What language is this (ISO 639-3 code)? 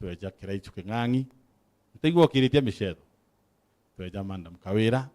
mer